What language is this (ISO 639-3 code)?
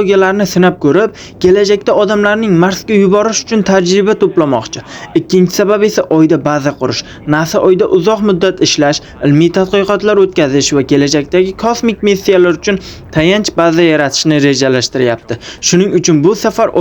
uzb